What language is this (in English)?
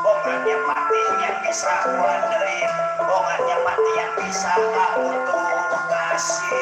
Betawi